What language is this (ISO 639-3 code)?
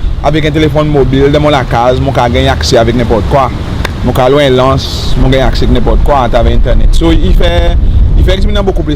crs